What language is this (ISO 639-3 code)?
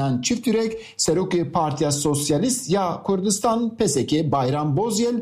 kur